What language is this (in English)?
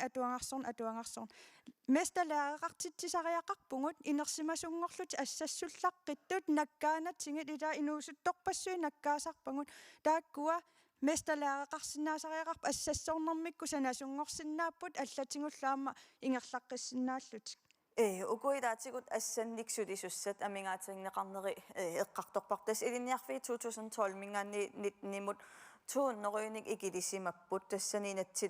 Kalaallisut